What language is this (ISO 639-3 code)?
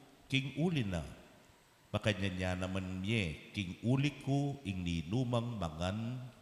pam